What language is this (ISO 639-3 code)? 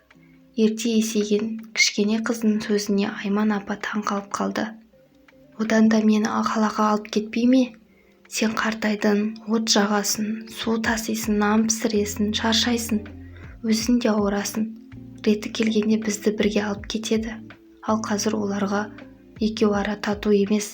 kaz